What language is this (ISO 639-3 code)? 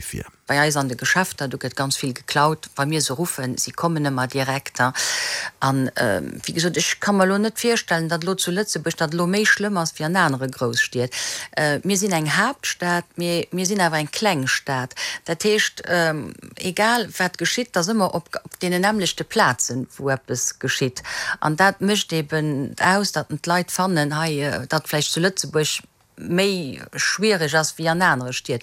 ltz